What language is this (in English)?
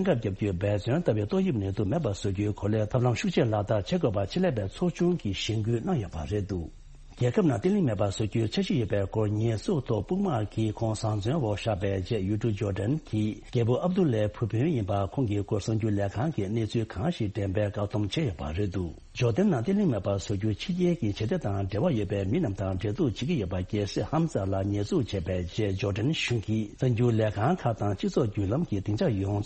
Tibetan